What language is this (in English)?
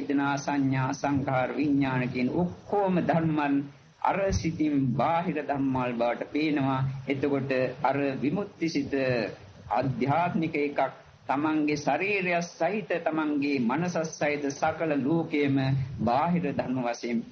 Sinhala